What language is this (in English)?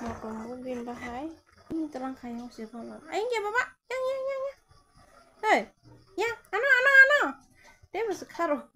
Kok Borok